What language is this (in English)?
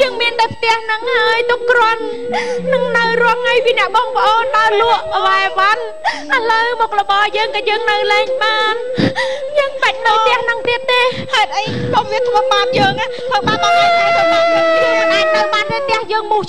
Khmer